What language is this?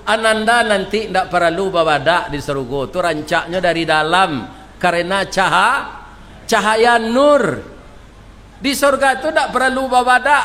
Minangkabau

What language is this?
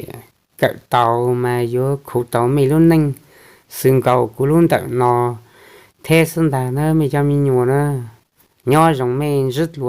Hmong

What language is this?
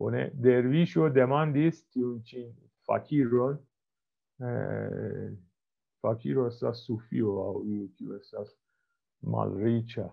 Esperanto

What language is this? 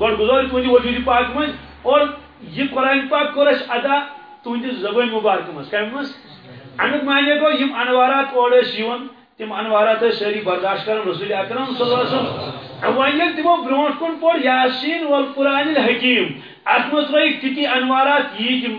Kashmiri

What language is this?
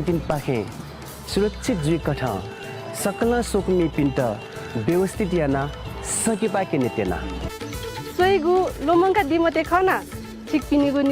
Newari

